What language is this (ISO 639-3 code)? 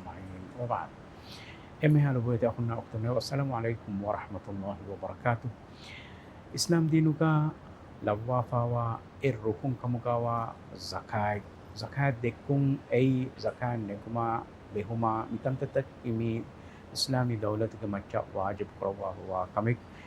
div